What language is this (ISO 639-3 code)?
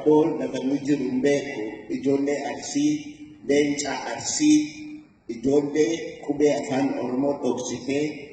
orm